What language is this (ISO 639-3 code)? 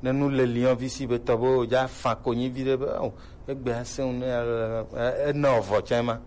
gej